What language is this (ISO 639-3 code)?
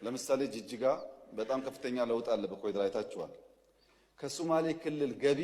amh